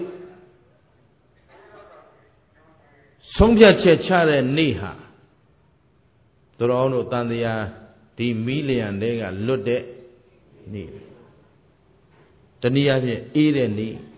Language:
Burmese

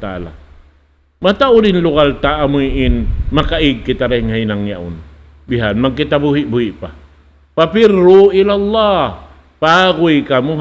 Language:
Tausug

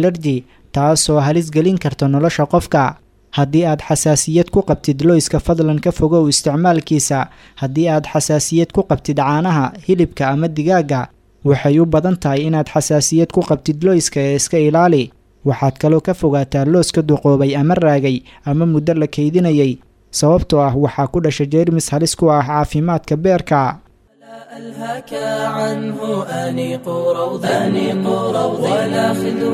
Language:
Somali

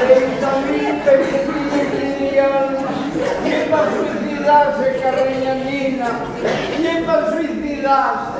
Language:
Asturian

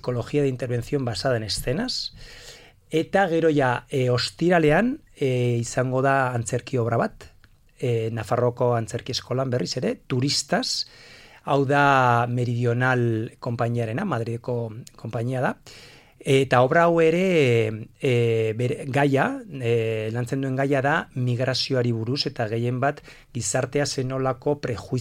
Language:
Basque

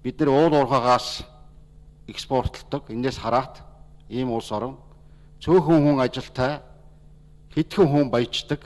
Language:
Mongolian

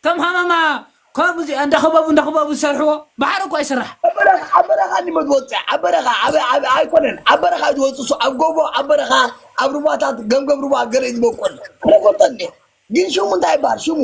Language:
Tigrinya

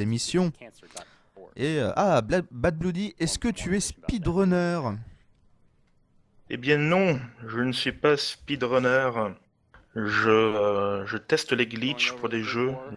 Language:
French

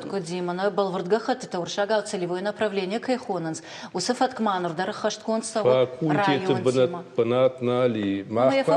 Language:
Ossetic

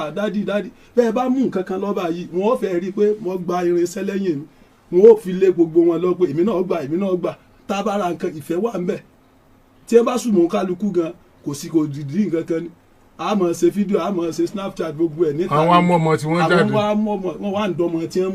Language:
Yoruba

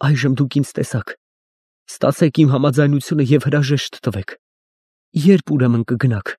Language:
Armenian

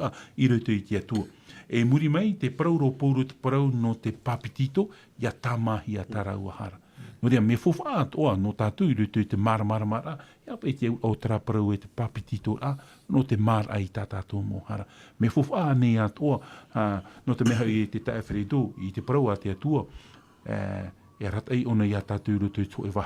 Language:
Tahitian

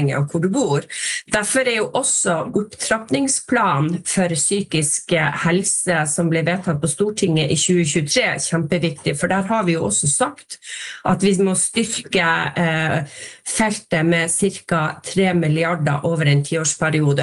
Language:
Norwegian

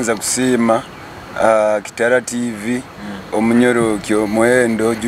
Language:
Nyoro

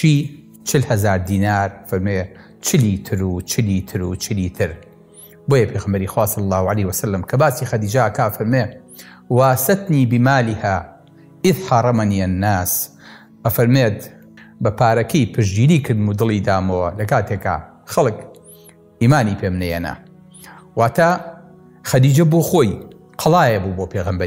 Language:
Central Kurdish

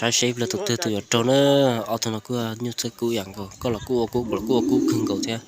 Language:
Hmong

